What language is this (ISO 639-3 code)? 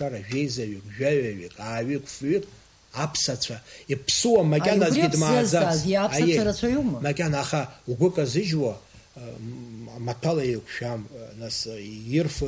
abk